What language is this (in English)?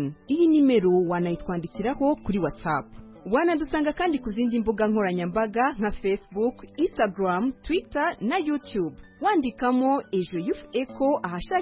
Kinyarwanda